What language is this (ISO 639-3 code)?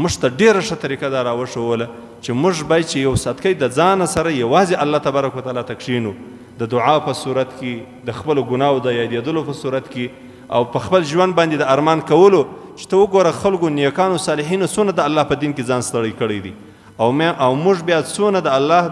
pus